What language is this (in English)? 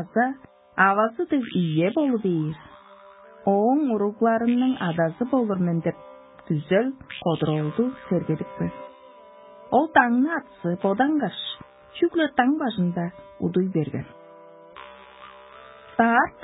Tuvinian